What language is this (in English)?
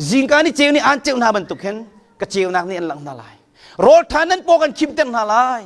Hakha Chin